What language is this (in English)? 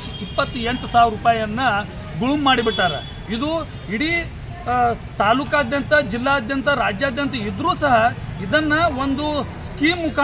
Kannada